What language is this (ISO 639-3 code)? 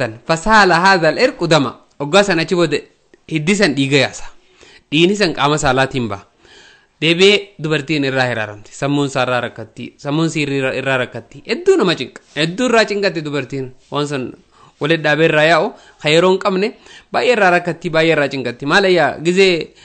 orm